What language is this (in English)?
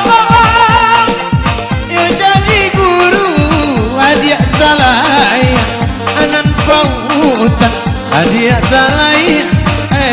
Minangkabau